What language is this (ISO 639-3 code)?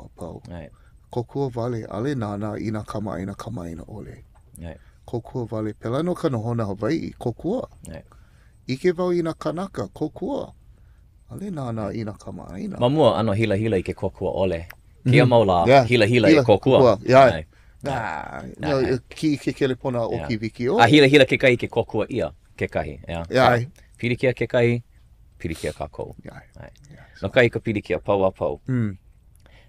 haw